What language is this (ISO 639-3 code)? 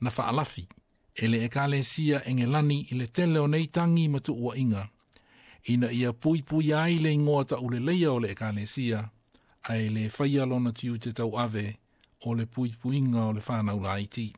smo